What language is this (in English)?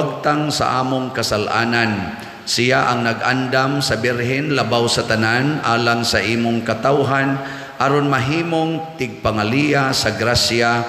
Cebuano